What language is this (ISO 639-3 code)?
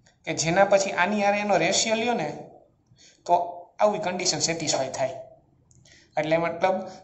guj